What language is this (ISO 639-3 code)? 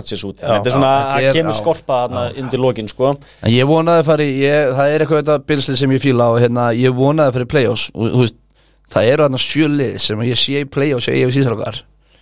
isl